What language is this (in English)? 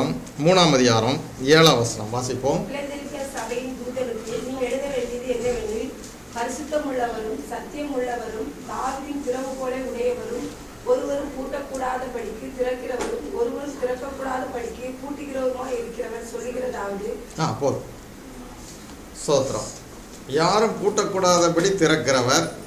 Tamil